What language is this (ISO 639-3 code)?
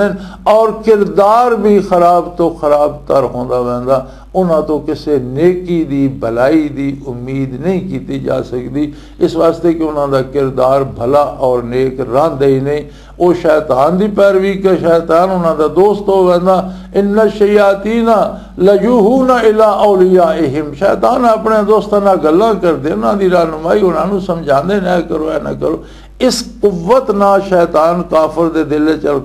lah